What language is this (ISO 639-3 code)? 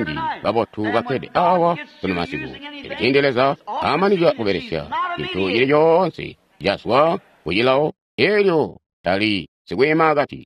toi